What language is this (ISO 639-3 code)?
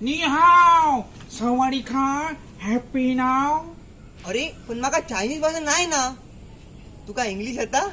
kok